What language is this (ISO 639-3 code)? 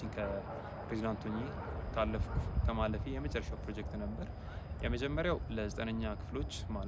amh